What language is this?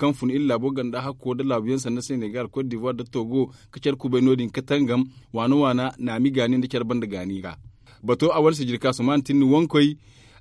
Zarma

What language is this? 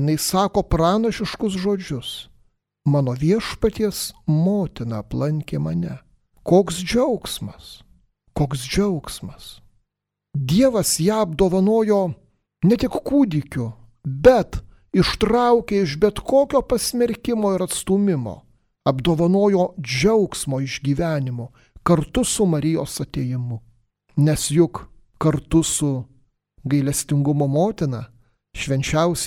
Lithuanian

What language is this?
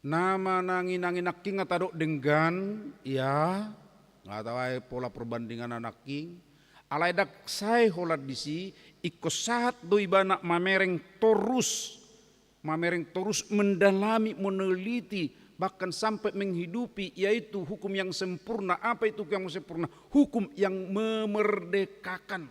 Batak Toba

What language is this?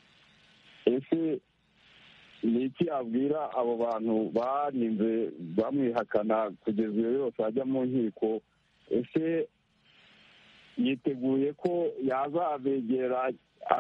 Kinyarwanda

